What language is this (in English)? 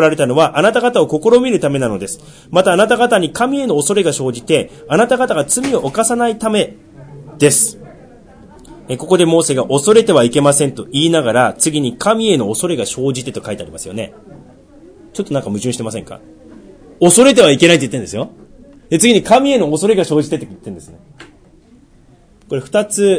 Japanese